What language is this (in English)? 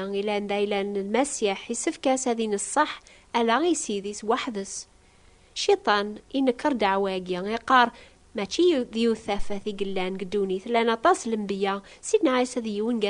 Kabyle